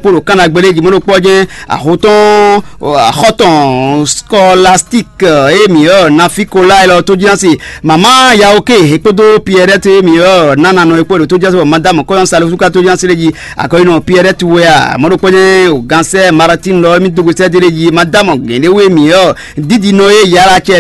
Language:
Fon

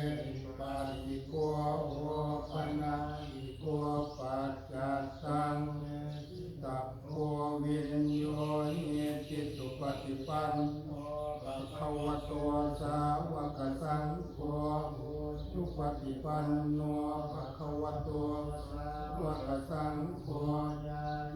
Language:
Pali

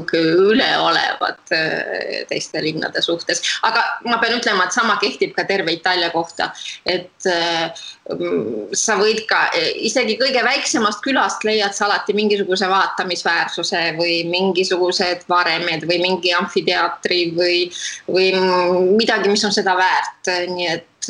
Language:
Estonian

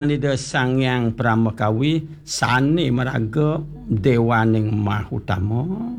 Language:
Balinese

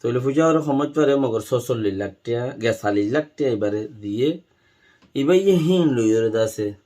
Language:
Rohingya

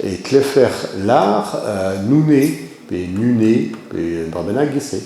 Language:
Breton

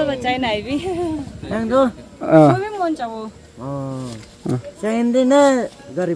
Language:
Naga Pidgin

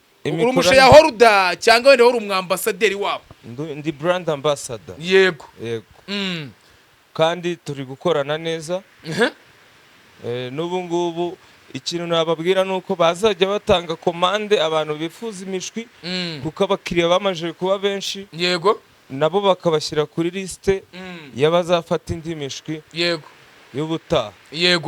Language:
Kinyarwanda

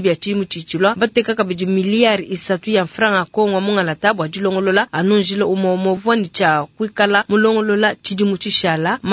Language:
Luba-Lulua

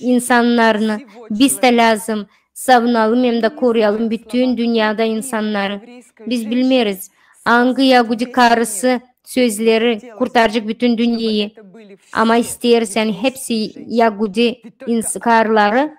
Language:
Gagauz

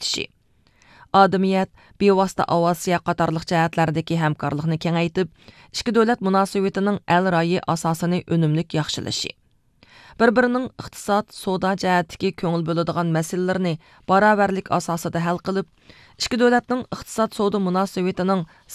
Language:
Uyghur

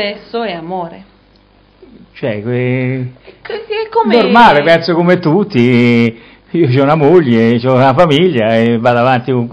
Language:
Italian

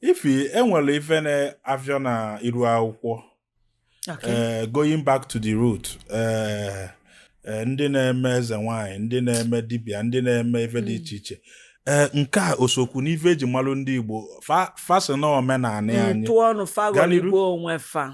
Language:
Igbo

